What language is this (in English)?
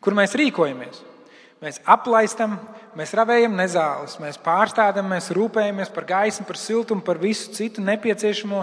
Latvian